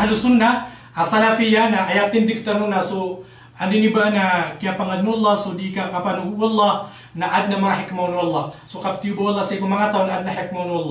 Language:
Maranao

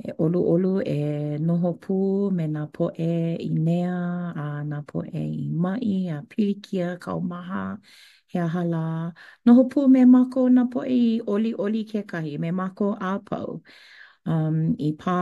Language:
Hawaiian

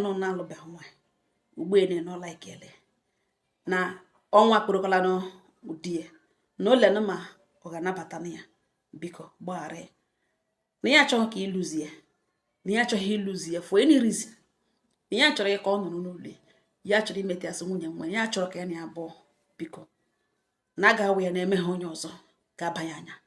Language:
Igbo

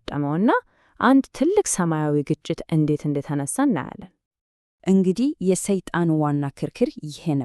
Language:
Amharic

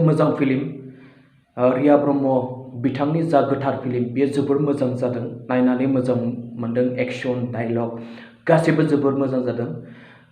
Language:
Bodo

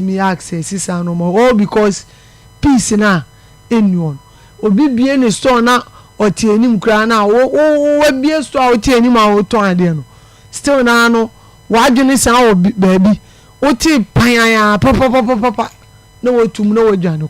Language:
Akan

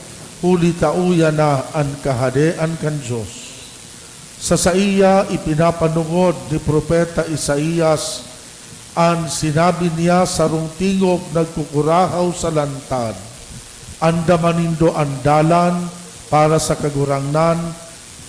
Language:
Bikol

